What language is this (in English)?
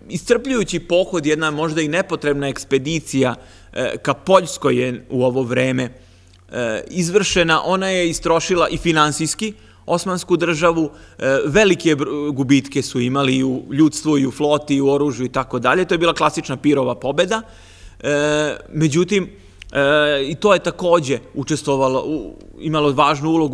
Serbian